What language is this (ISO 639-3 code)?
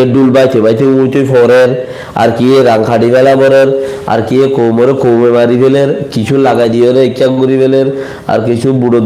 rhg